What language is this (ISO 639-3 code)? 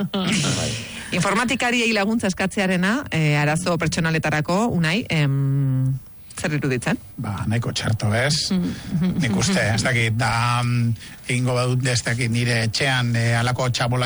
eus